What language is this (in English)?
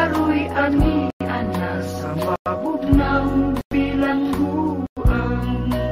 Cebuano